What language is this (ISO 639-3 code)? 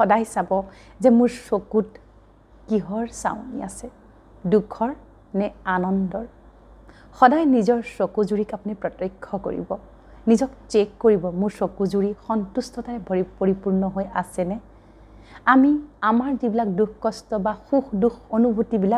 asm